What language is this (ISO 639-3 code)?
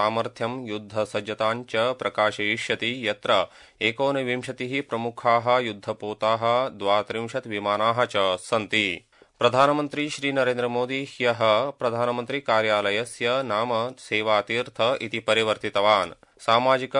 san